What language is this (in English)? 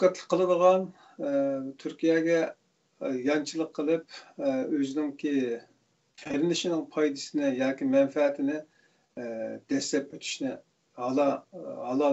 Uyghur